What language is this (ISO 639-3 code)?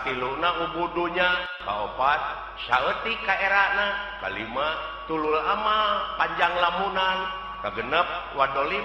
sun